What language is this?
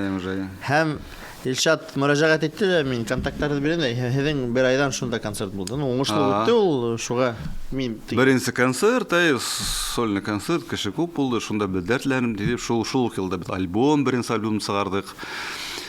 Bashkir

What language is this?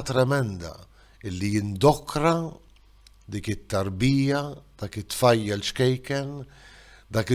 Maltese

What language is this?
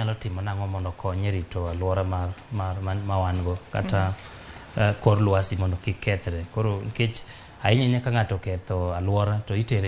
Luo (Kenya and Tanzania)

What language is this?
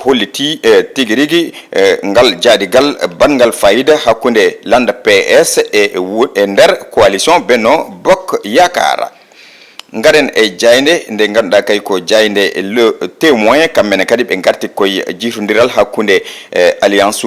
Fula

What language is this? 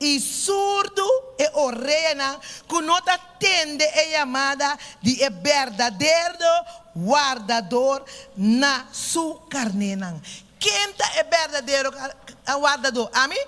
Papiamento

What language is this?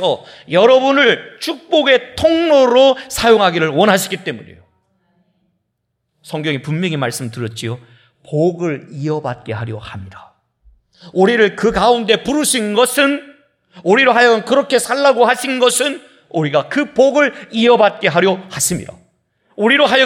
Korean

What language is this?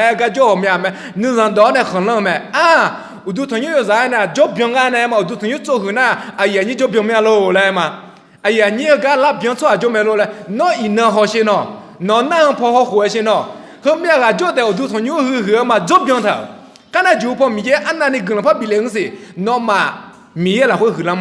Akha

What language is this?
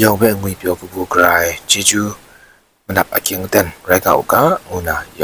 Kachin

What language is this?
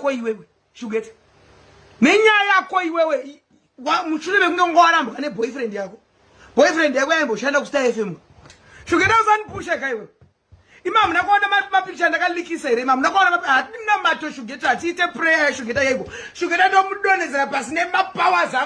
Shona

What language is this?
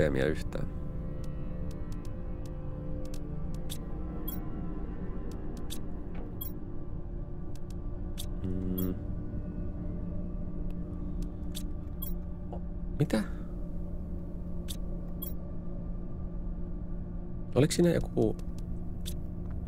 Finnish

